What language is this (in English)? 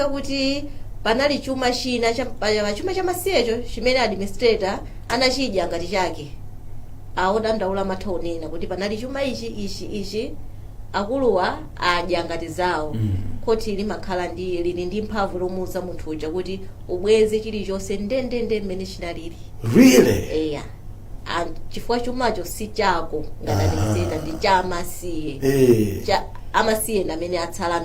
Nyanja